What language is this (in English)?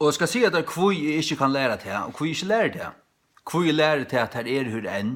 Faroese